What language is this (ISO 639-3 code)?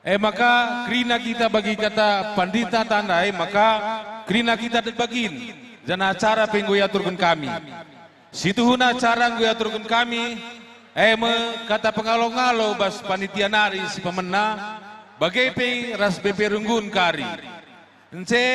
btx